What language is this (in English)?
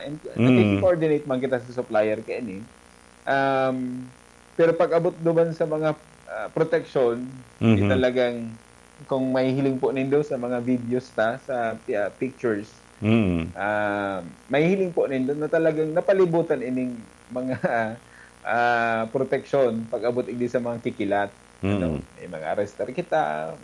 Bikol